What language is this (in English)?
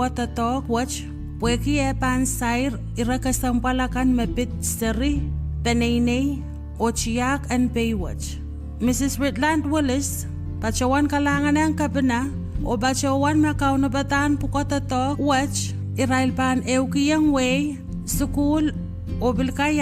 Pohnpeian